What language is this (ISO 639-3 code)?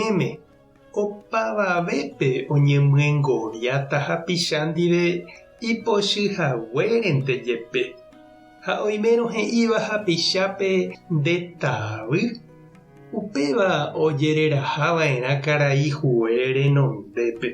grn